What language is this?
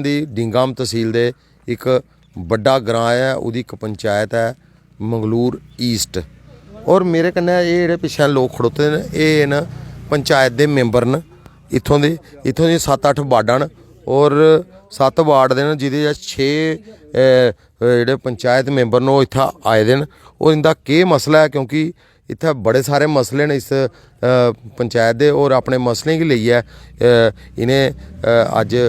Dogri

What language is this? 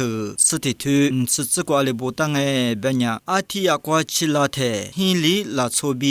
Lisu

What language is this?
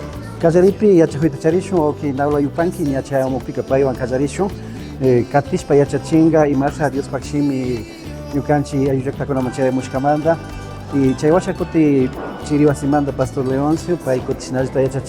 Imbabura Highland Quichua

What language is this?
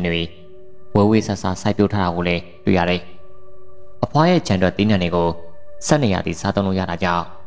Burmese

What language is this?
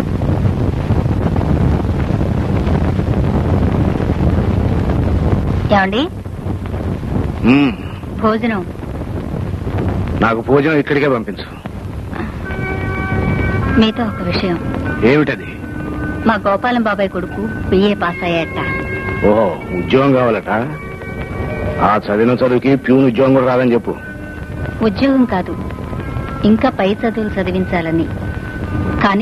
Telugu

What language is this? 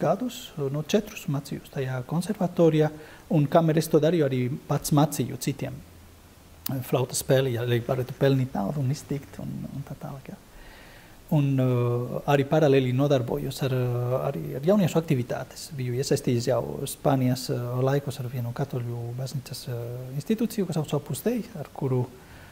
Latvian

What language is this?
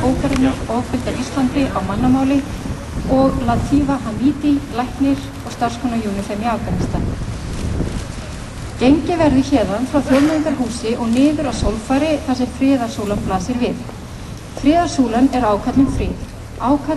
Icelandic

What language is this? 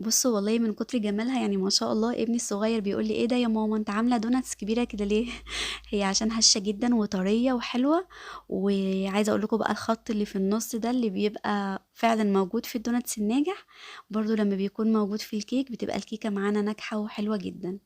Egyptian Arabic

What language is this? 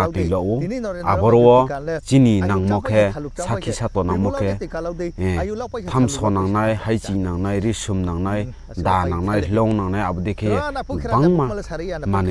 Riang (India)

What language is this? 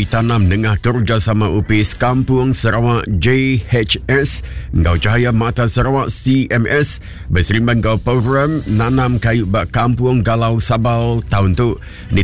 Iban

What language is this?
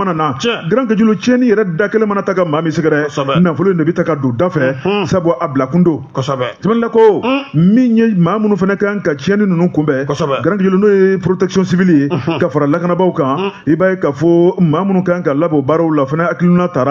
Bambara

